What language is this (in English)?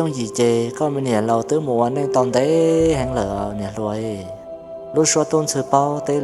Hmong